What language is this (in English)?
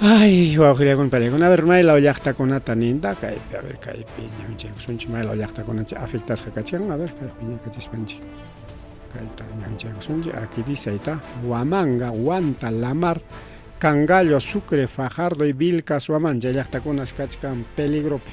Ayacucho Quechua